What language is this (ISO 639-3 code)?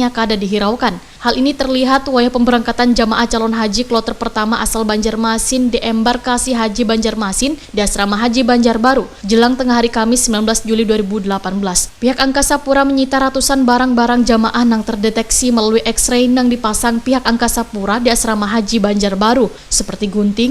bjn